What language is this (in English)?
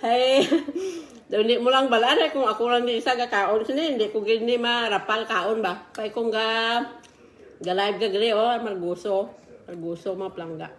Hiligaynon